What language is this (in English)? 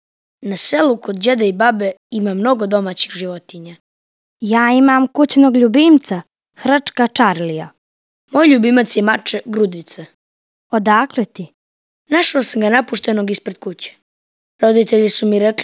Serbian